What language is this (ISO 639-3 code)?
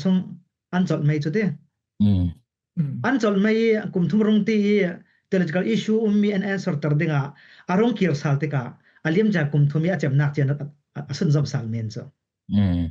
cfm